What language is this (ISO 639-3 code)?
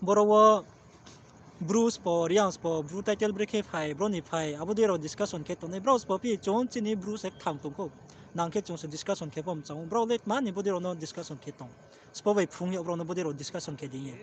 ria